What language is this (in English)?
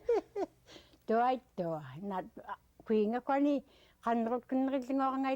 Central Yupik